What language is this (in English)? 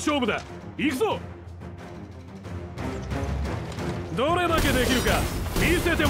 Japanese